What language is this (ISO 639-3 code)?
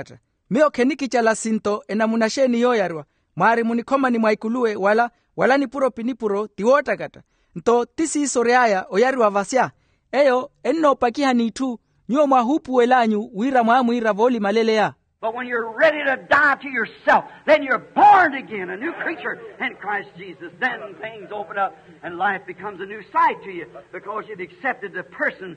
vmw